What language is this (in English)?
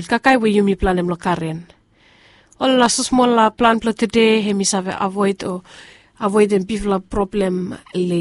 Bislama